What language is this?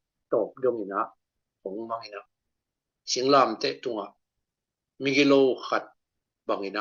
Tedim Chin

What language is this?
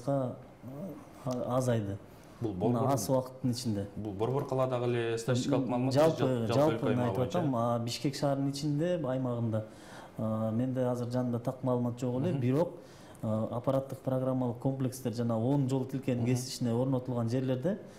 Kyrgyz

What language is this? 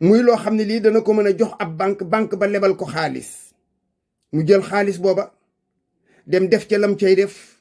Wolof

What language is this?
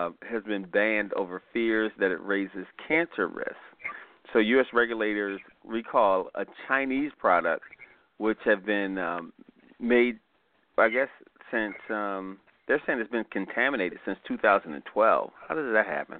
English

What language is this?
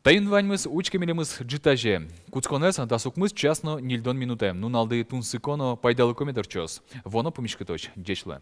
Udmurt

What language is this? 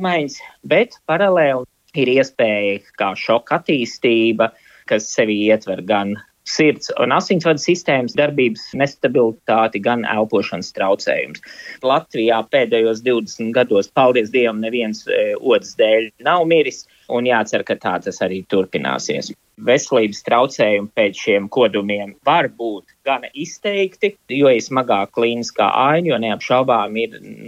Latvian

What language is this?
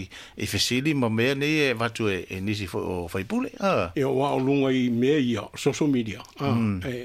Samoan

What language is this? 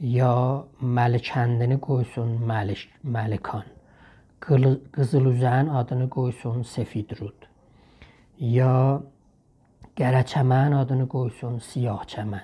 South Azerbaijani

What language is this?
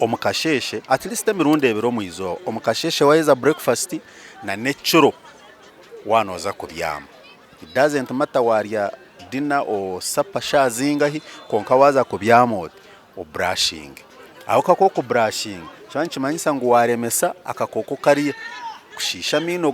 Nyankole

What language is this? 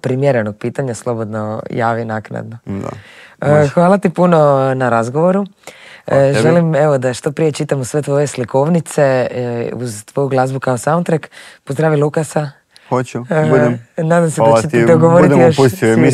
Croatian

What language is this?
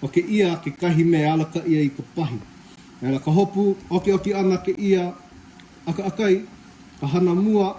Hawaiian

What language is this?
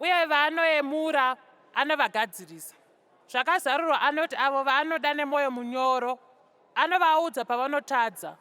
Shona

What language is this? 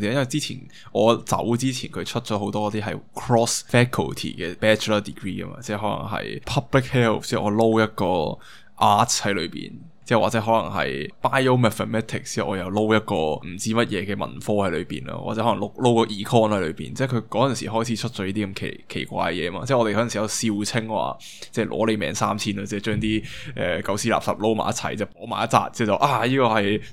Cantonese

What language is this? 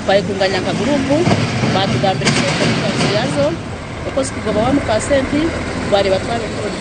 Nyankole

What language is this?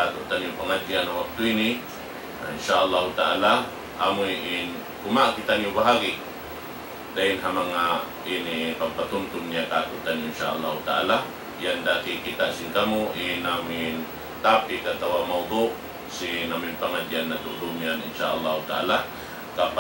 Tausug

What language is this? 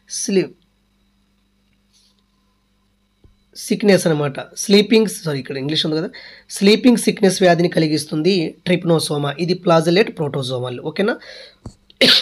Telugu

